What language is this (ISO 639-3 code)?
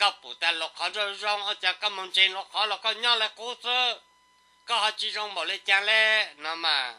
hmn